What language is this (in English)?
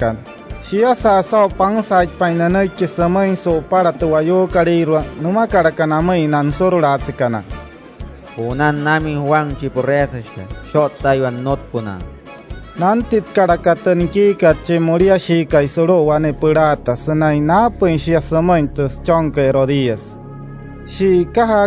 Wayuu